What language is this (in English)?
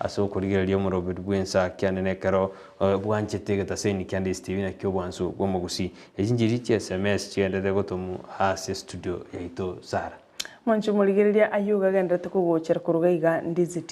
Gusii